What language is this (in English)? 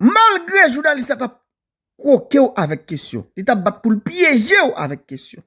Haitian Creole